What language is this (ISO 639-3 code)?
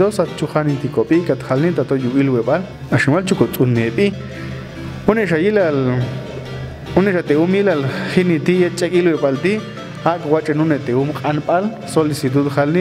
jac